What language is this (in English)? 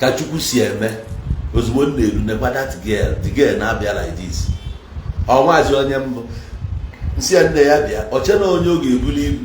Igbo